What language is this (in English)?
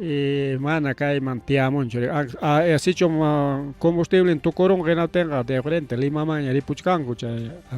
Ayacucho Quechua